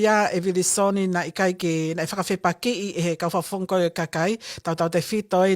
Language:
Tongan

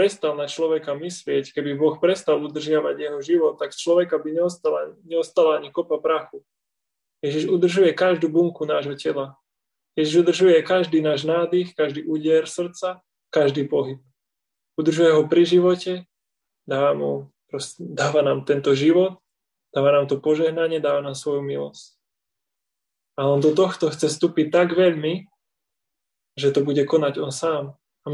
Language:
Slovak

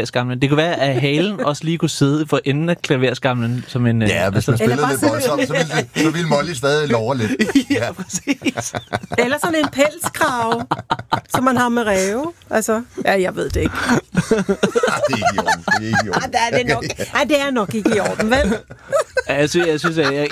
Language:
Danish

